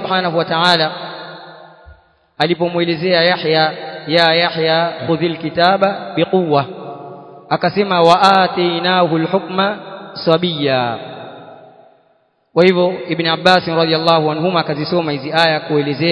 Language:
Swahili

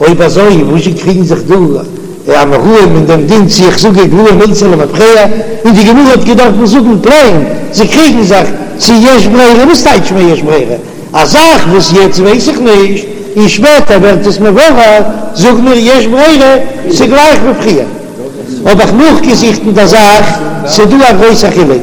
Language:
Yiddish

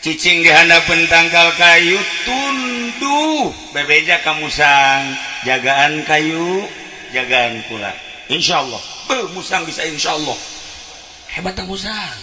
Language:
Sundanese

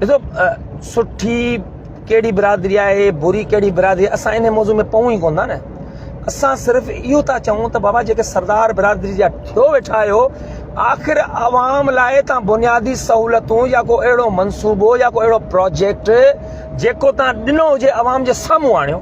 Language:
Sindhi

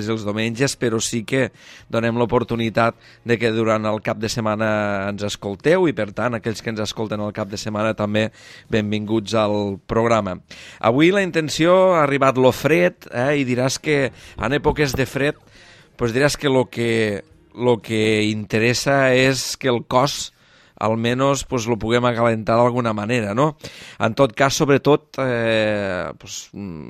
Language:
Catalan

